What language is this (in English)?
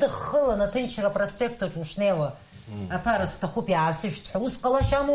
Abkhazian